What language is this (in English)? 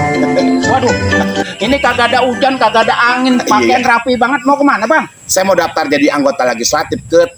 Betawi